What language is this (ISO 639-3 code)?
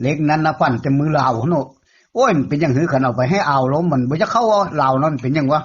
tts